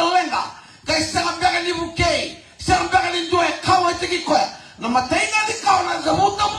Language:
Fijian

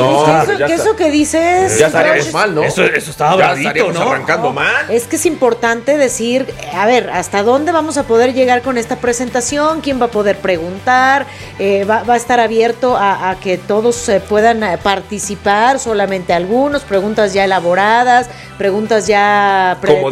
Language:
Spanish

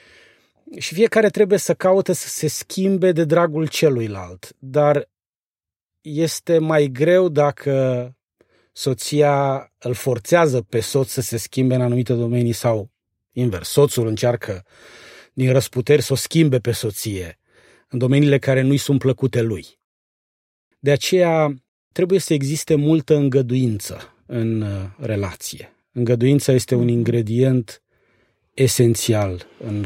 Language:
Romanian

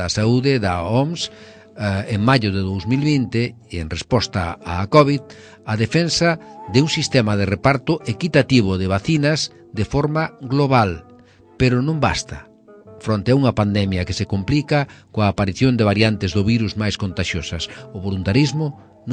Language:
Galician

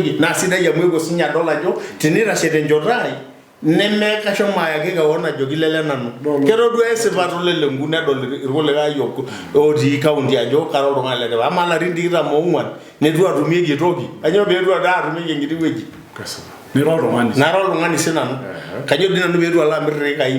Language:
Masai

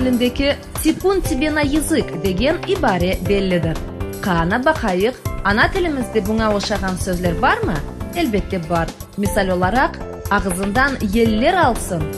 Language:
Crimean Tatar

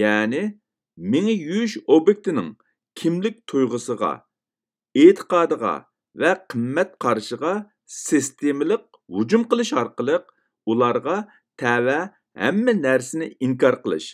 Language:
Uyghur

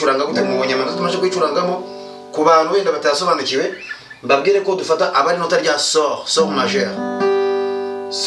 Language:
Kinyarwanda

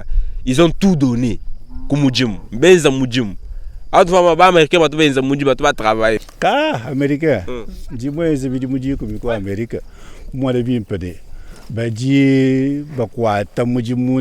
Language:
Luba-Lulua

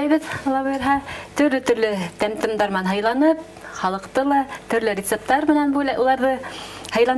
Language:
Bashkir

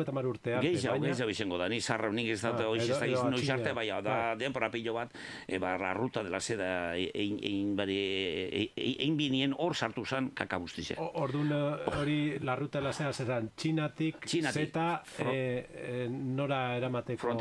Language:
Basque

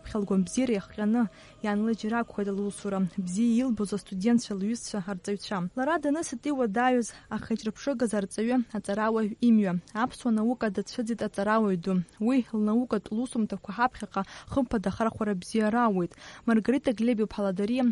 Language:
Abkhazian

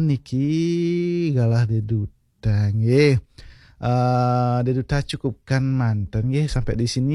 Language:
Balinese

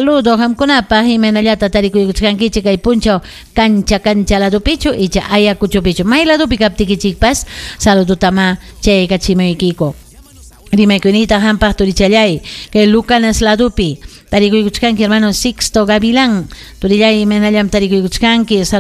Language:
Ayacucho Quechua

